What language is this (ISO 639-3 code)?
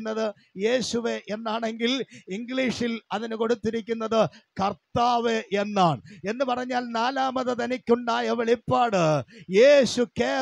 mal